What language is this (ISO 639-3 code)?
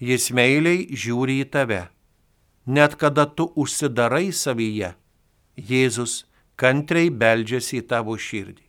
lit